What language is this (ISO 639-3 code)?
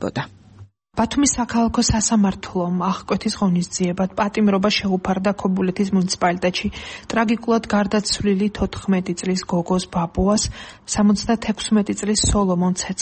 kat